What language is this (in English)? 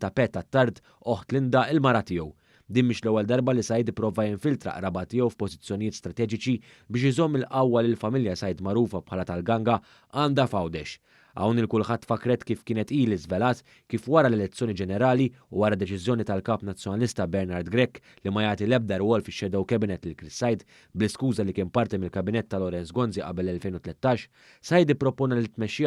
Maltese